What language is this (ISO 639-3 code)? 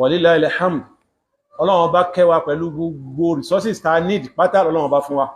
yor